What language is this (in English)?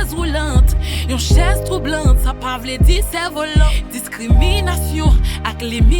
Haitian Creole